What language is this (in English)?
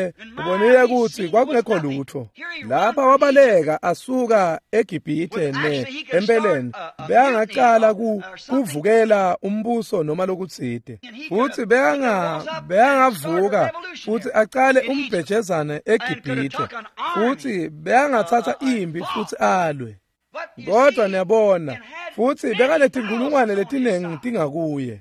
Swati